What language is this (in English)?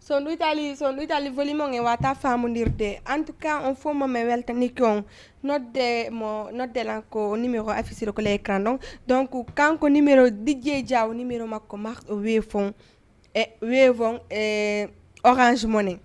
Fula